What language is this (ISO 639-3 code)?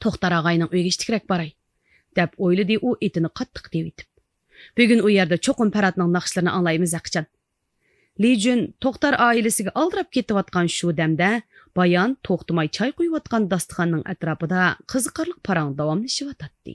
uig